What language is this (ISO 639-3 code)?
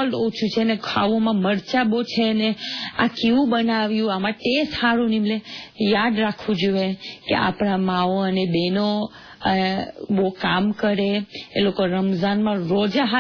guj